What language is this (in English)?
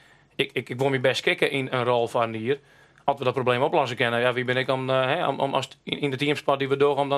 Western Frisian